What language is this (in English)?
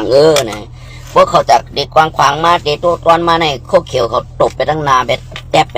Shan